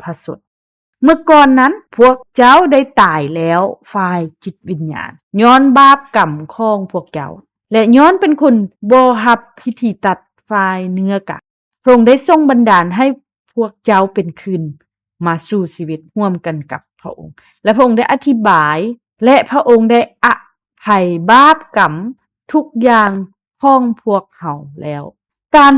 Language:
Lao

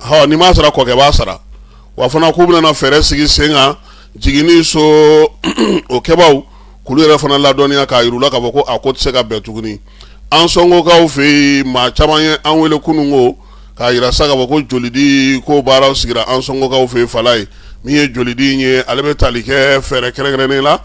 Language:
Bambara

